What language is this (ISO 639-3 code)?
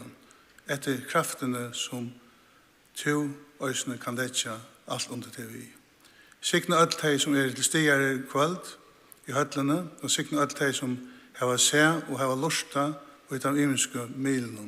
fao